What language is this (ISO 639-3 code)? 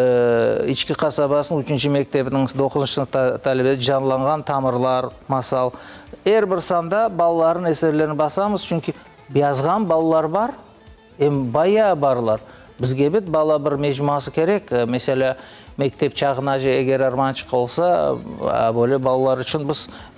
crh